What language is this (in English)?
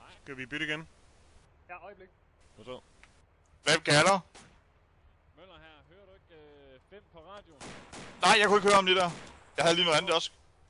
Danish